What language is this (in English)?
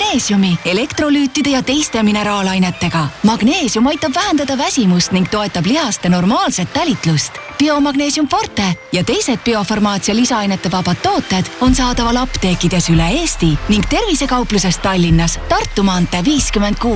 Estonian